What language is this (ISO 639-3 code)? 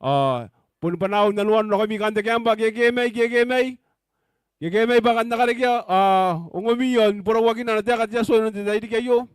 gil